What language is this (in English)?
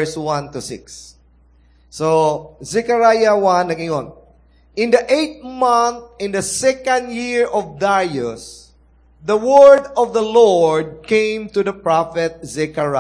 Cebuano